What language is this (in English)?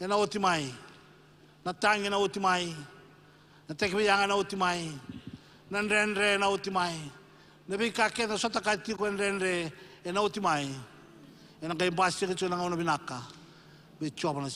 Fijian